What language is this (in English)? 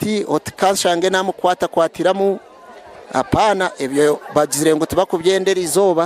Nyankole